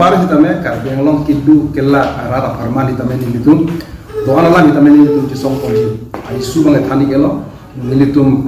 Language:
Karbi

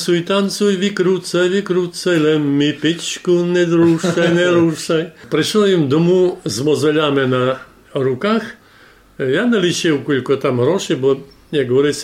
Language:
Rusyn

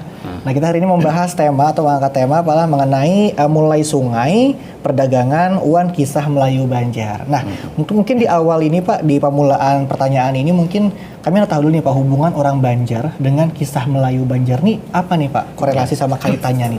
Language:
Banjar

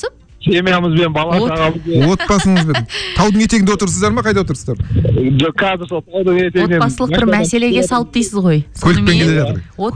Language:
Kazakh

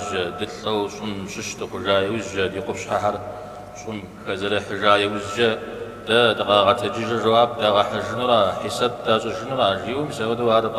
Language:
Kabardian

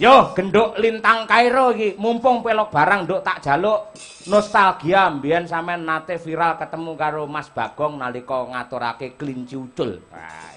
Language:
Javanese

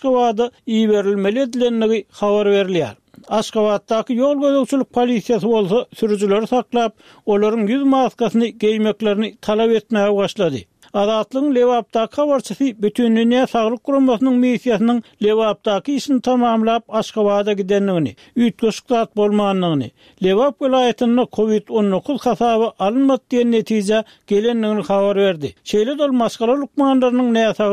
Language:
Turkmen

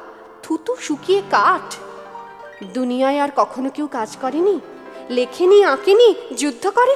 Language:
Bangla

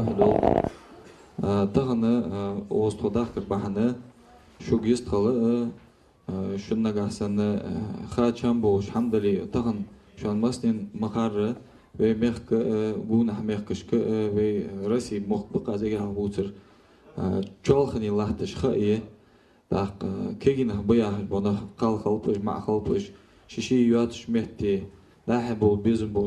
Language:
Ingush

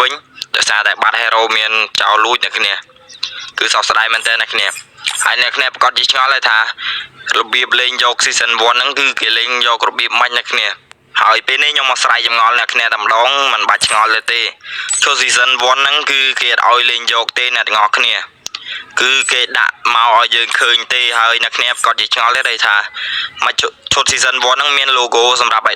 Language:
Khmer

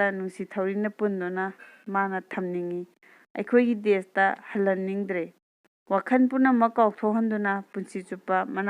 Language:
Manipuri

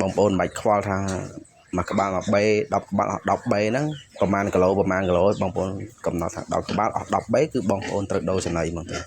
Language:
Khmer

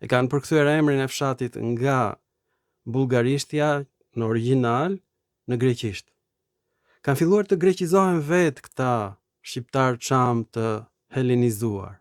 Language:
Albanian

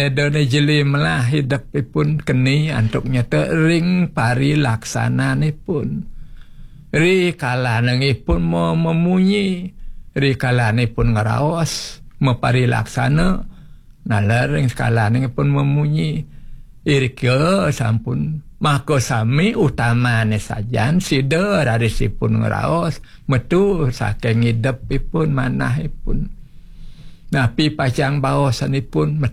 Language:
Balinese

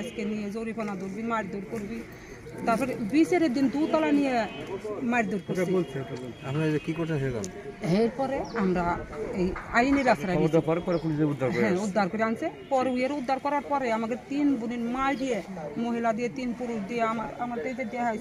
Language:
Bangla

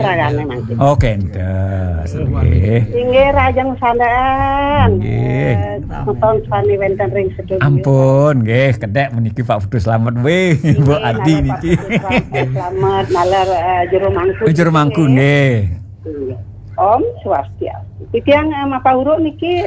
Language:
Balinese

